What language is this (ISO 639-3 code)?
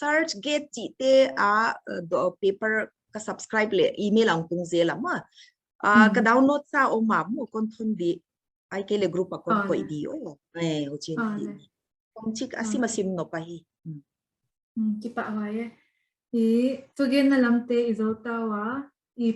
pck